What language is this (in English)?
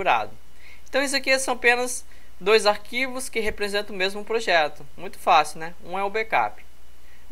Portuguese